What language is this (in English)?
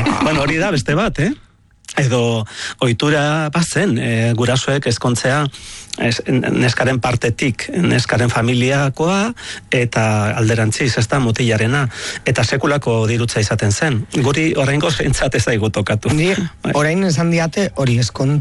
Basque